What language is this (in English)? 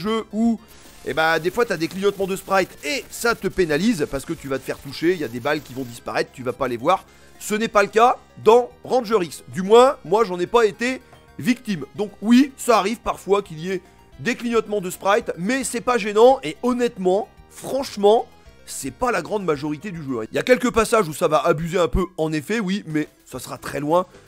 French